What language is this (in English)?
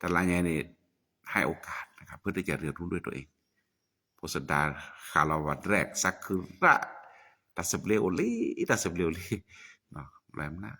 S'gaw Karen